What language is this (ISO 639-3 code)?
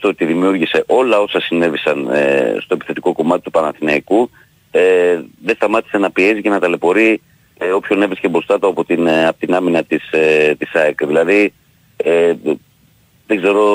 ell